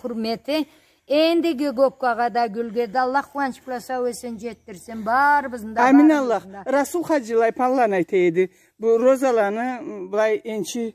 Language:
Karachay-Balkar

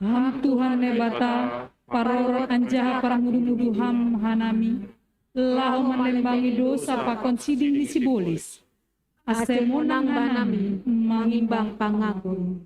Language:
Batak Simalungun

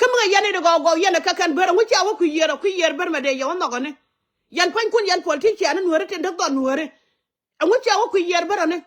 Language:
Nuer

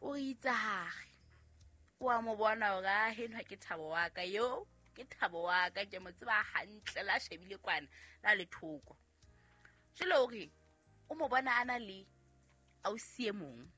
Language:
Southern Sotho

